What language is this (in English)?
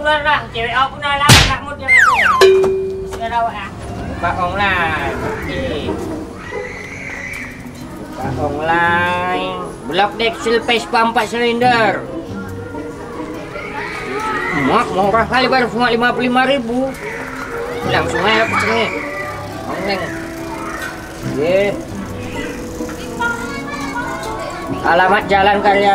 Indonesian